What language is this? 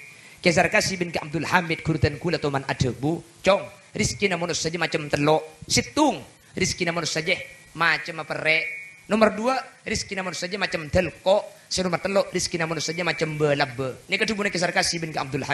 Madurese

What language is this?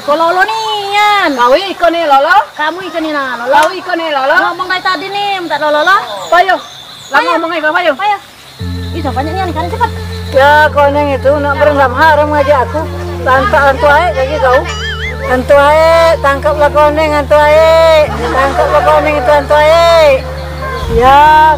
Musi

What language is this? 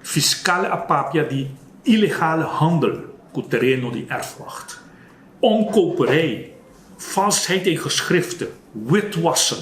Papiamento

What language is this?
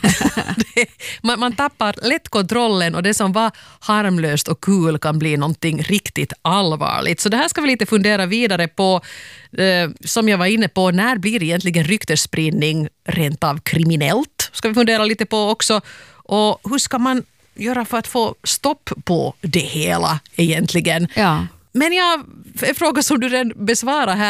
Swedish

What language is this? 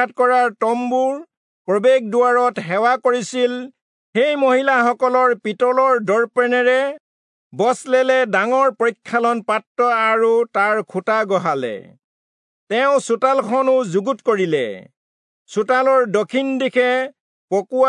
Assamese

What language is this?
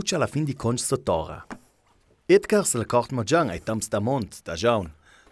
Ladin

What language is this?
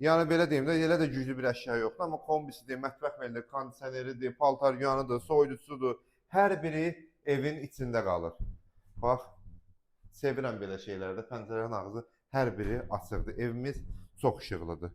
Azerbaijani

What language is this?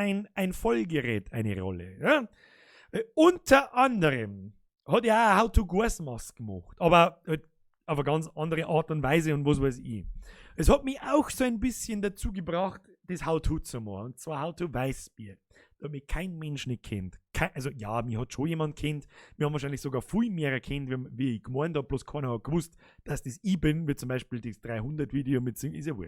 Bavarian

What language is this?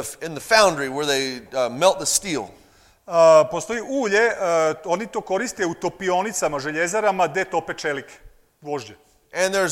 Serbian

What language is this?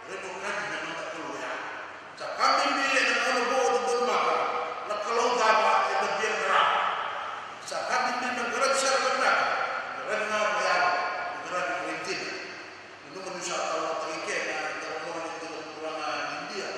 Fijian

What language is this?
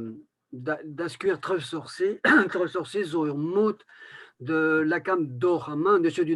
Breton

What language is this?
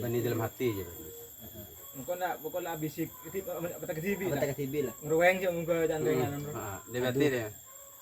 Madurese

